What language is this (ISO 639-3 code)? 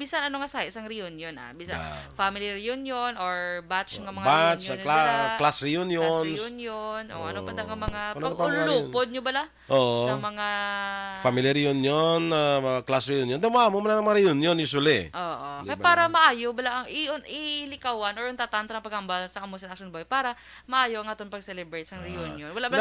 hil